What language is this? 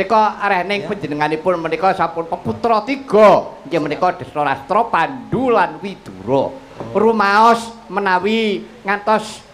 Javanese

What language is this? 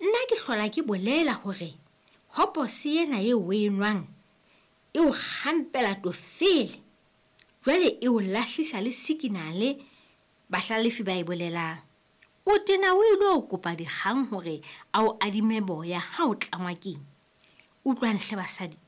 Southern Sotho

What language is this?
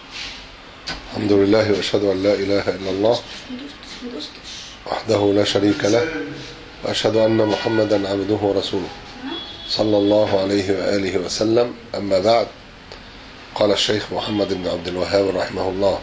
Arabic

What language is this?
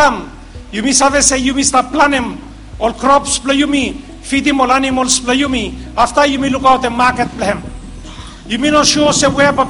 Bislama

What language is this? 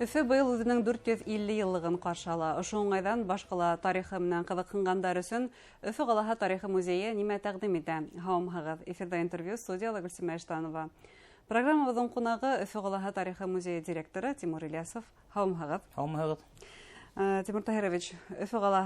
Bashkir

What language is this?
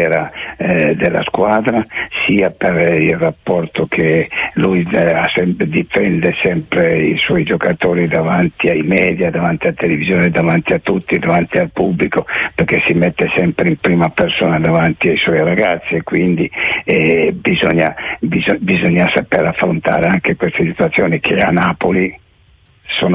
Italian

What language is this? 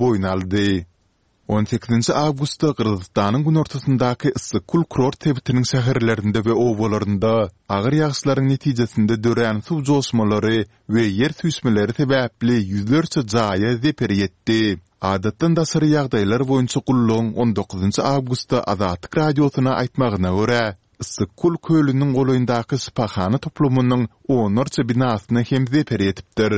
Turkmen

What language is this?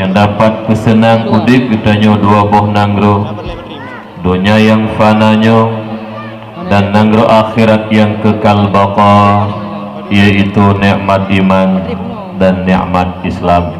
Achinese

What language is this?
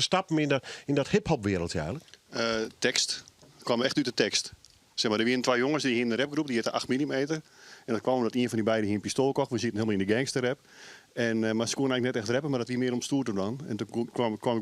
Western Frisian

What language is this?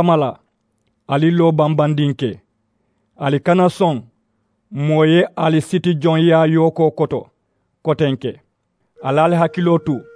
Mandingo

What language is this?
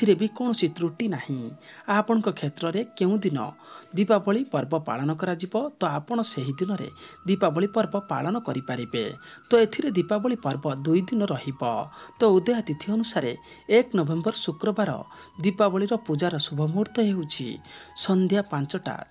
Odia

